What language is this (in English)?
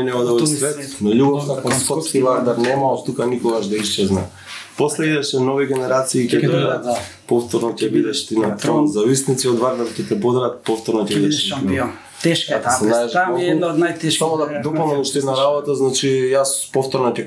Macedonian